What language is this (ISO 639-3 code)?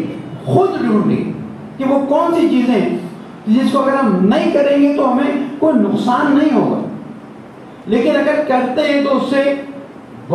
urd